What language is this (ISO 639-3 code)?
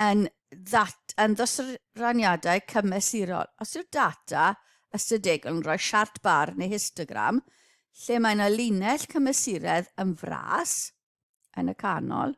cym